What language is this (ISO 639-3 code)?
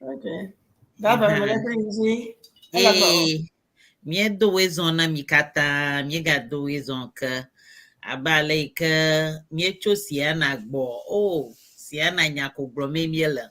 ewe